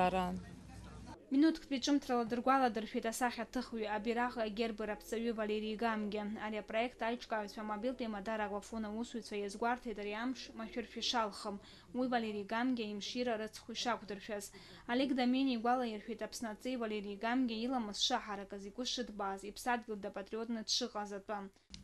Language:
Abkhazian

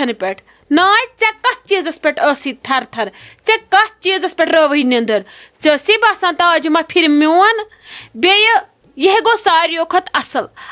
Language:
Kashmiri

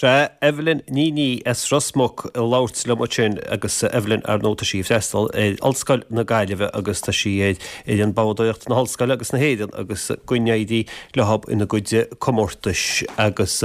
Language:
Irish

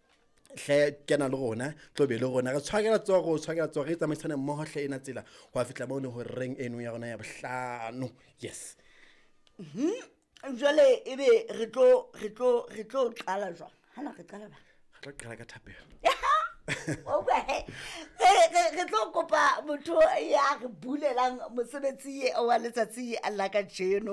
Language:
Southern Sotho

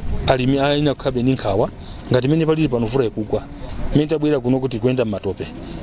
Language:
Nyanja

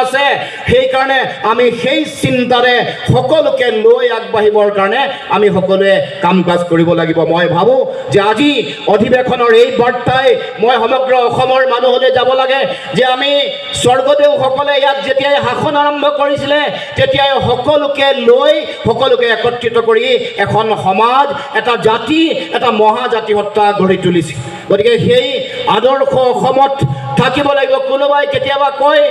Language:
Assamese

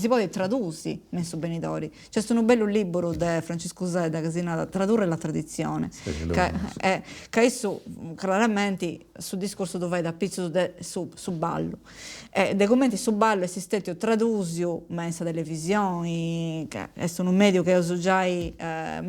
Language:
Sardinian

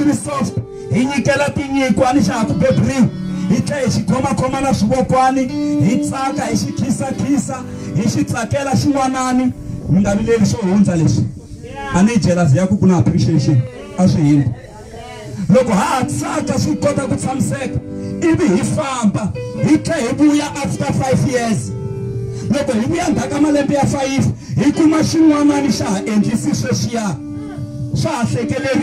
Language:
Tsonga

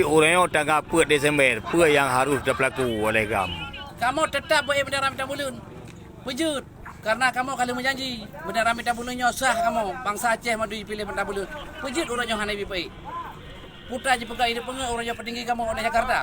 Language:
Achinese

